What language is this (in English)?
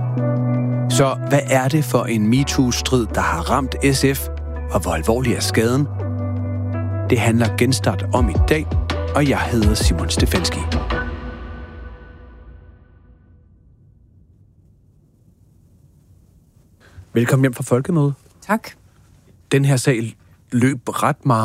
Danish